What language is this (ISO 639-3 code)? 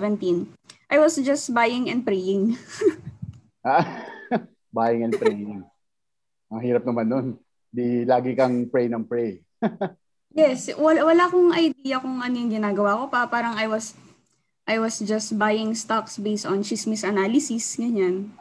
fil